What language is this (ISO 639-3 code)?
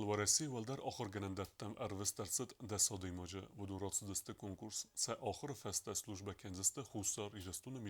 oss